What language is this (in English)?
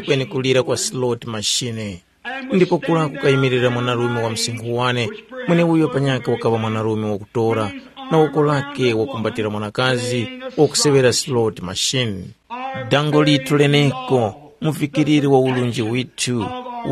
Tumbuka